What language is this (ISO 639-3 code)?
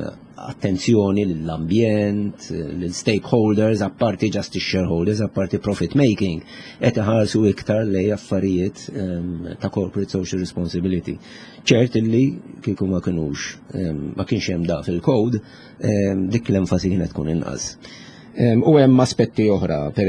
mlt